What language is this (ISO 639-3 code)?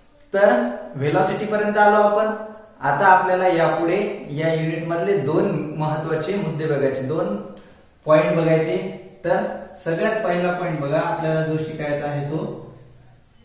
mar